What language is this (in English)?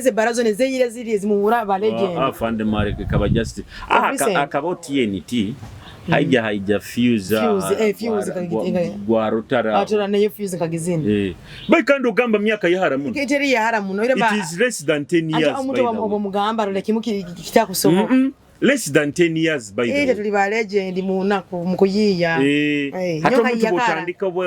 Nyoro